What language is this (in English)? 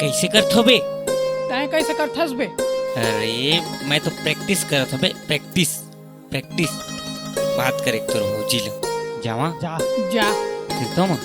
Chhattisgarhi